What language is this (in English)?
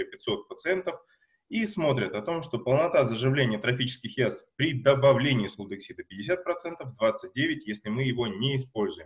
Russian